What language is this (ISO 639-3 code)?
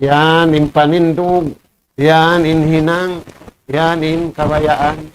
tsg